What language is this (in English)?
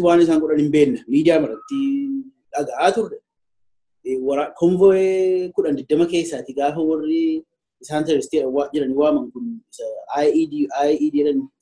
Oromo